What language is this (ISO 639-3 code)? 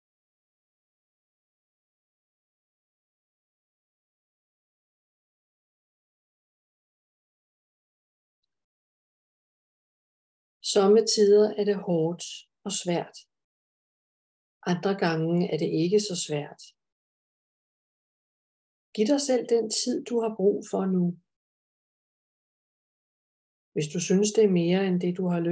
dan